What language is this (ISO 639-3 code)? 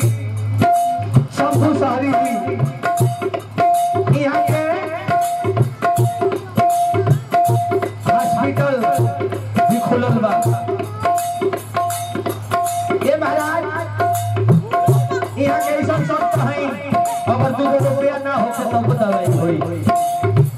bho